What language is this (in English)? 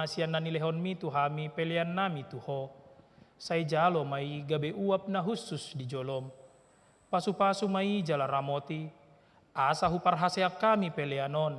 Batak Toba